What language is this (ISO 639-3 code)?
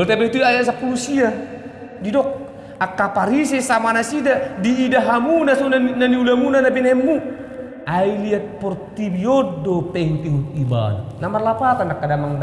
bbc